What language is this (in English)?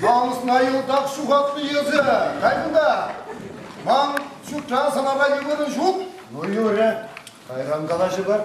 Chuvash